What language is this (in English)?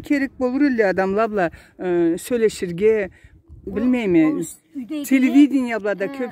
Karachay-Balkar